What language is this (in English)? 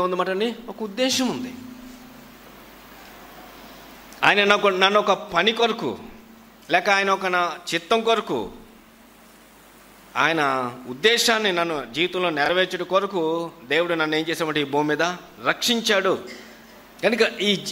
Telugu